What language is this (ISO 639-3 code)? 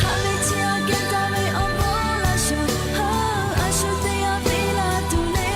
lhu